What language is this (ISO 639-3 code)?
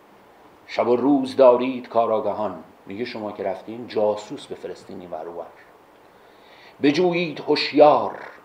fas